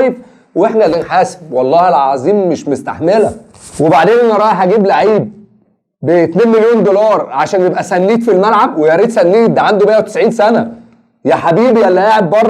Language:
Egyptian Arabic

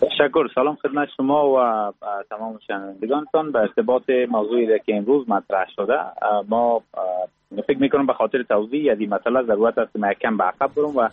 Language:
Persian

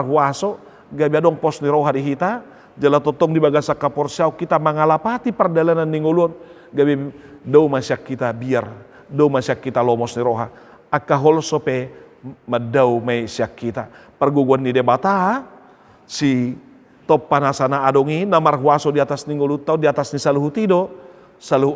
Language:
Batak Toba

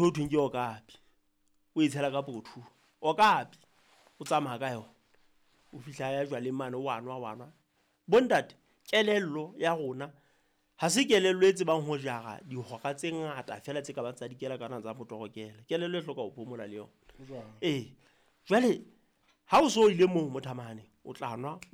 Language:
Southern Sotho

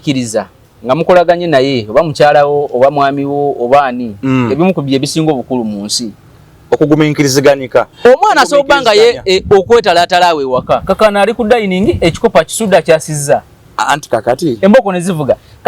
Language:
Ganda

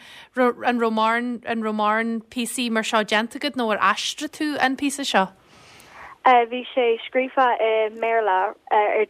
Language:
Irish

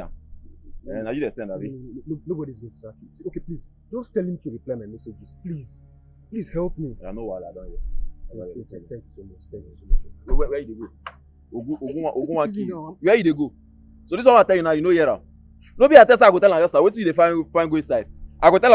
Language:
Nigerian Pidgin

